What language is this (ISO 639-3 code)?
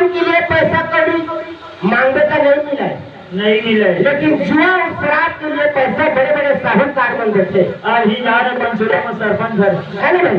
hne